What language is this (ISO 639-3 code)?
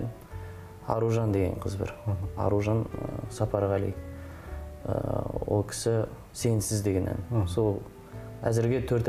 kaz